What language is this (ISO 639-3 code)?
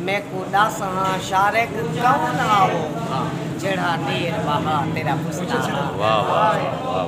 skr